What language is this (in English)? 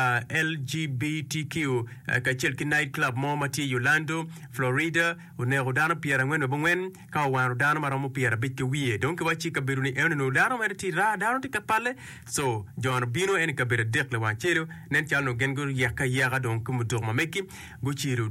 Acoli